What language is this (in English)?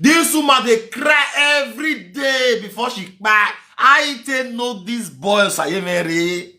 Nigerian Pidgin